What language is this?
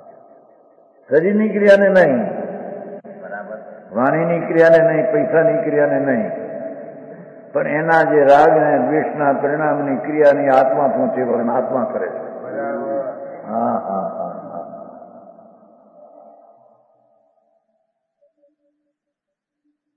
Gujarati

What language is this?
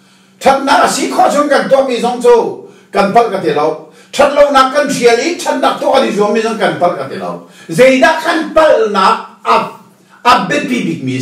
Hakha Chin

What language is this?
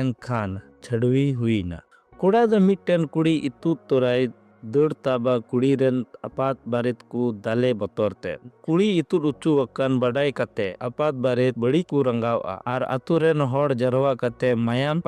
Santali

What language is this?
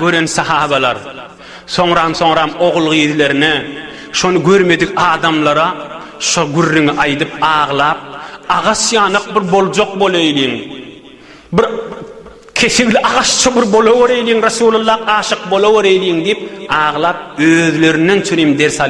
Turkmen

